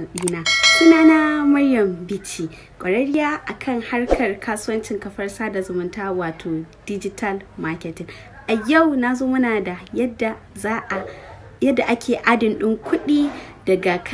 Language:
Hausa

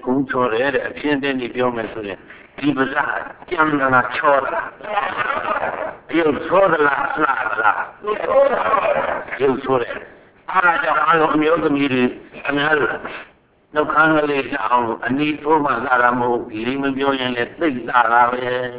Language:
Burmese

